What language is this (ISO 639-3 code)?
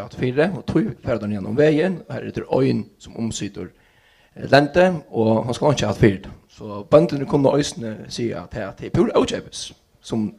fao